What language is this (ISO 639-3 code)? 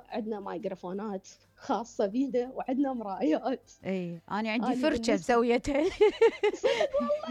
acm